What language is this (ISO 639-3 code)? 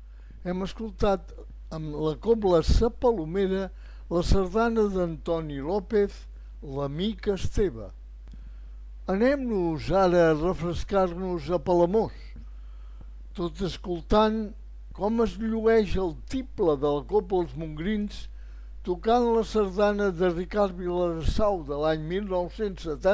cat